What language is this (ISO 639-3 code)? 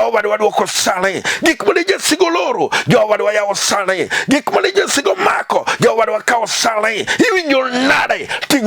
luo